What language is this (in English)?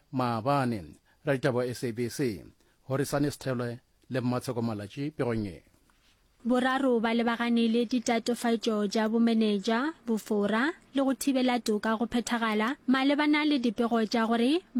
Northern Sotho